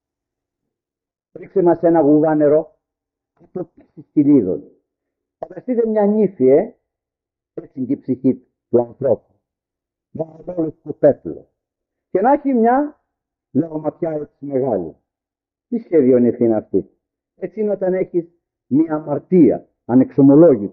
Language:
Greek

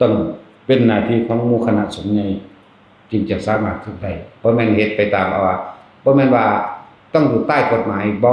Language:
Northeastern Thai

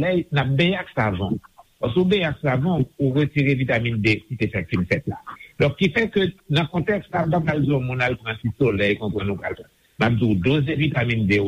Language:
Haitian Creole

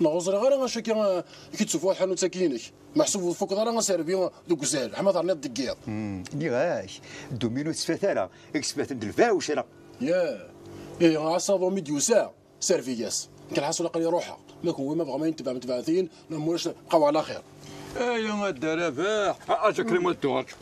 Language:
Kabyle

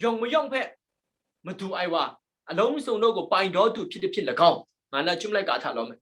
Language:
Kachin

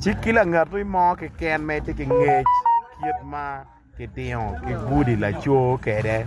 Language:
Acoli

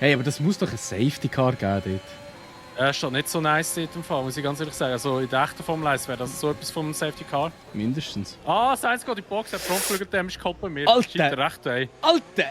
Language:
Swiss German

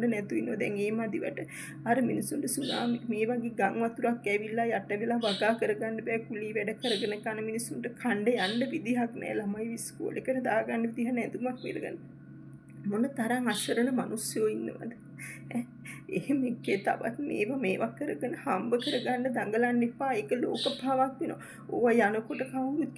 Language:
Sinhala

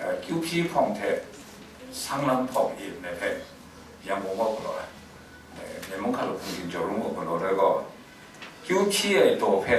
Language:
Kachin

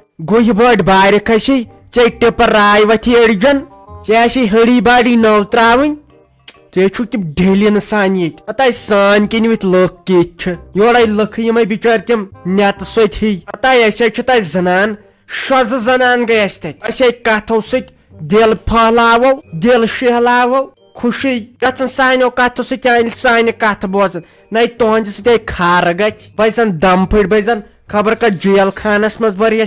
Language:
Kashmiri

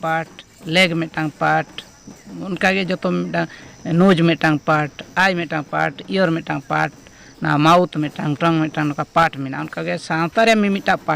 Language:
Santali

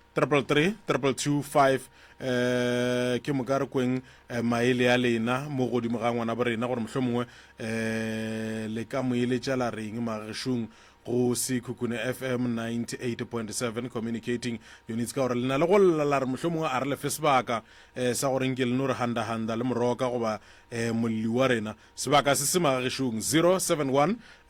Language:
Northern Sotho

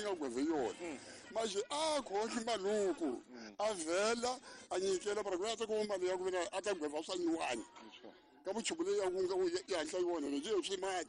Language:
Tsonga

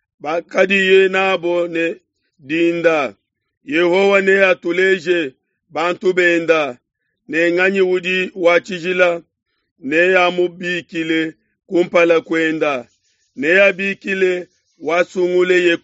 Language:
Luba-Lulua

